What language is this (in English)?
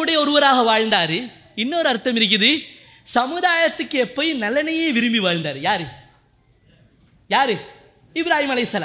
Tamil